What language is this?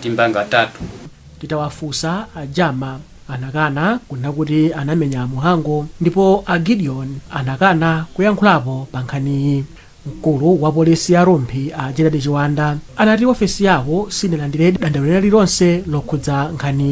Nyanja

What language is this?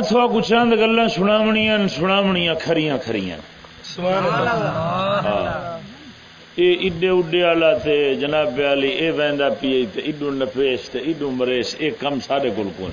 Saraiki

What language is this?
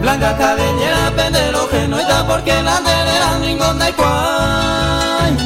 Guarani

